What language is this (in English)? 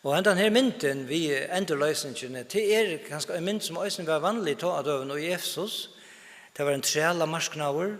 Faroese